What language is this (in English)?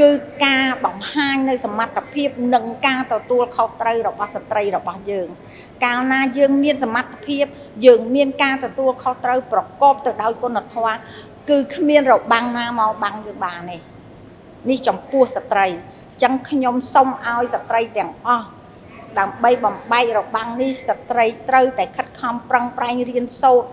Khmer